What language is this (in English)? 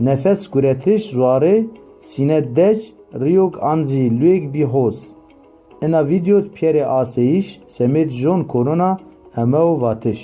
Zaza